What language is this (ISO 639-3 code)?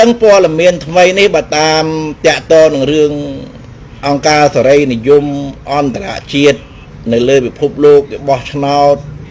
khm